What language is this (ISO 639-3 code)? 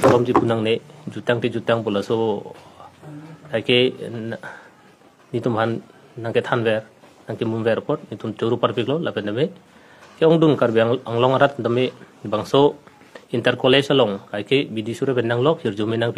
mjw